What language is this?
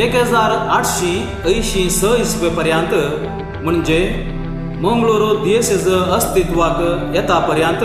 Konkani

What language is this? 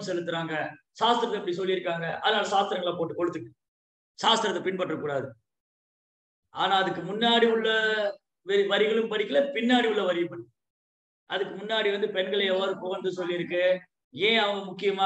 Tamil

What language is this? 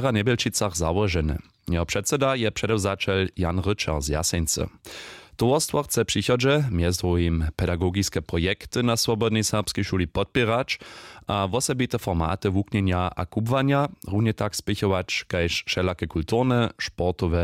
Upper Sorbian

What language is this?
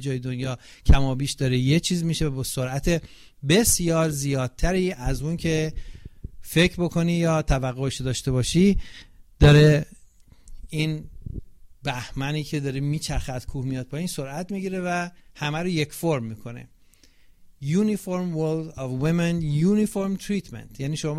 Persian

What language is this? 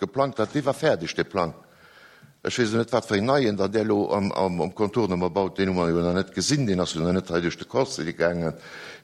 Luxembourgish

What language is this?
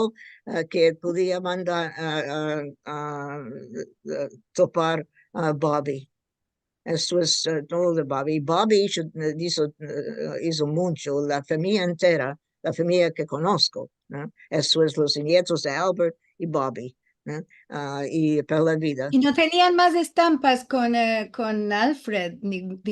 Ladino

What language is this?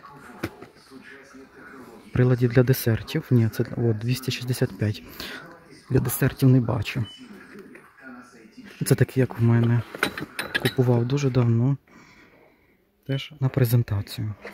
Ukrainian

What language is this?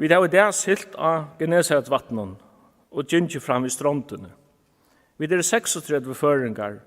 Faroese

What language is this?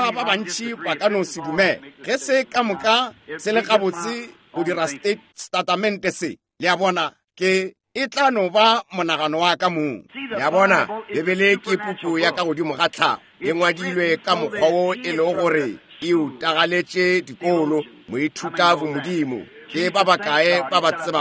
Northern Sotho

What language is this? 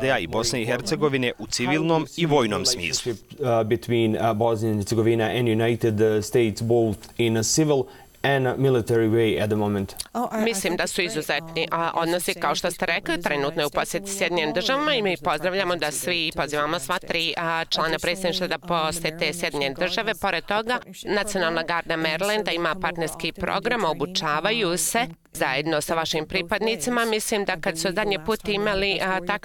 Bosnian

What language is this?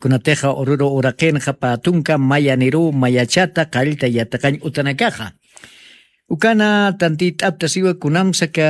Aymara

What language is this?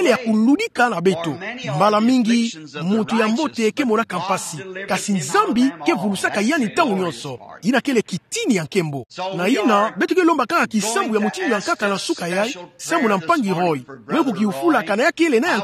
Kituba (Democratic Republic of Congo)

